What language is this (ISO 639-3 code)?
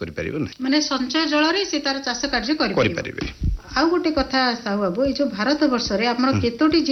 ori